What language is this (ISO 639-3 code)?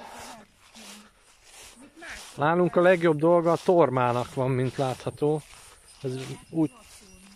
hun